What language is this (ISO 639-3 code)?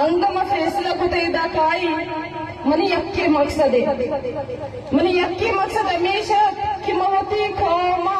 bgp